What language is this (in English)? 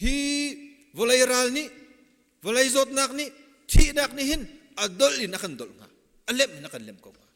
Hakha Chin